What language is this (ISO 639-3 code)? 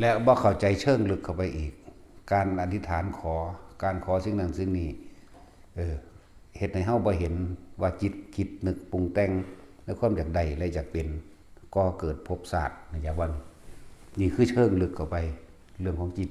tts